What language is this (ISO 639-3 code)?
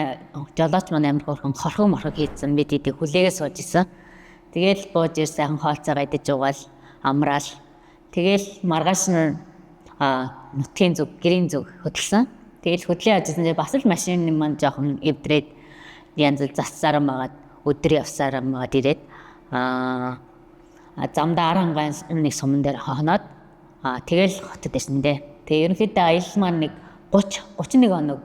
mon